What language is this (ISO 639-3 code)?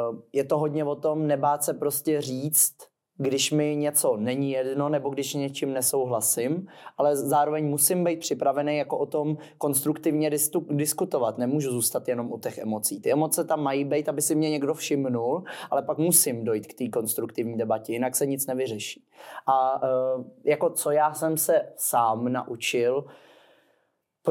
ces